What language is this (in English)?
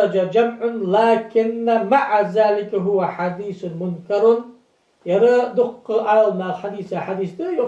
Ingush